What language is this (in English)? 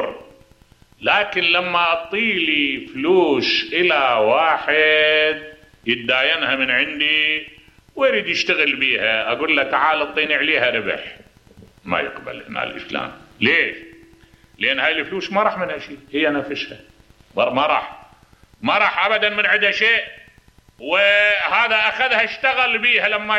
Mesopotamian Arabic